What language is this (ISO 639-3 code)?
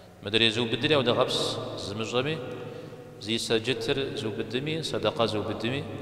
kbd